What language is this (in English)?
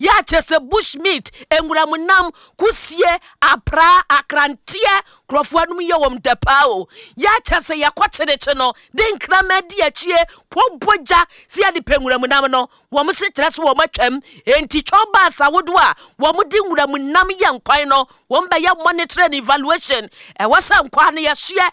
Akan